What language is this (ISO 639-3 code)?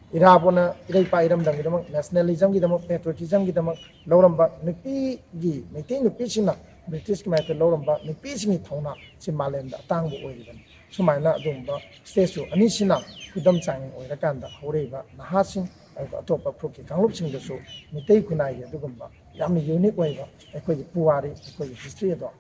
mni